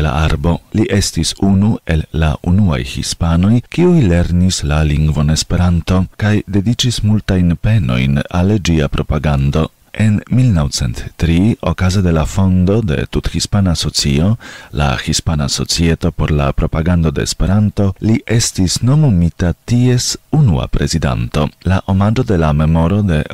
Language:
Esperanto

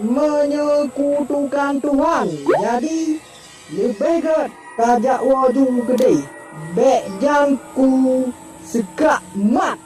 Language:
Achinese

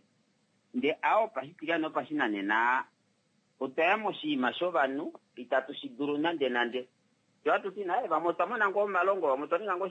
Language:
Kuanyama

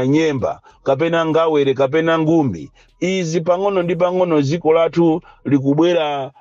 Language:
Nyanja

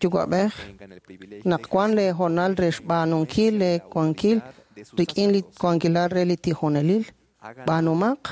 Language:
Kekchí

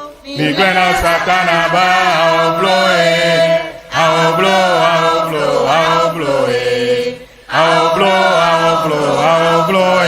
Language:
Ewe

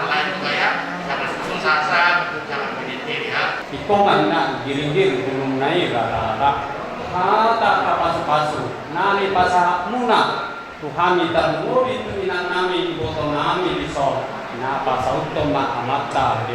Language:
Batak Toba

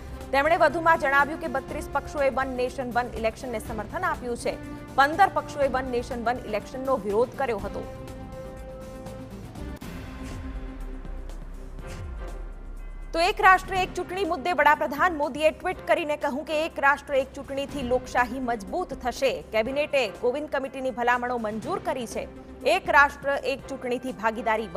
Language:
Gujarati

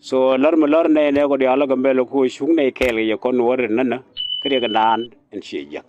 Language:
Nuer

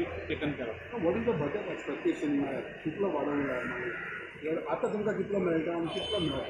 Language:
Konkani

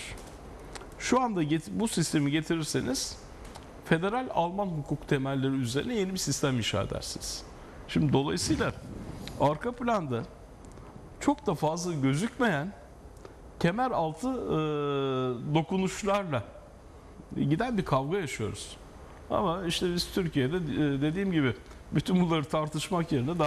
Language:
Turkish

